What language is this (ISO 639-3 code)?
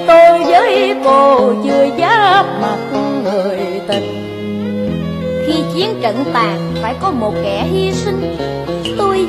vie